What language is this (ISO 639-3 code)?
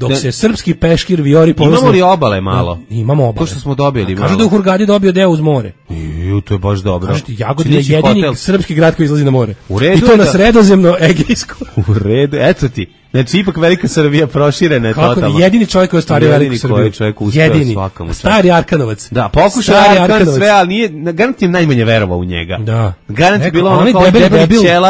srp